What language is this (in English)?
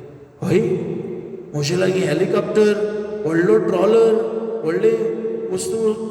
Konkani